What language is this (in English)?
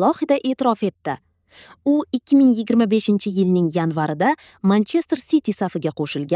Uzbek